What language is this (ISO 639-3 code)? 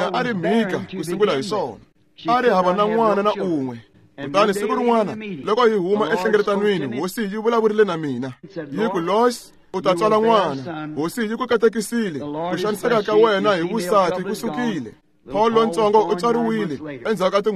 tso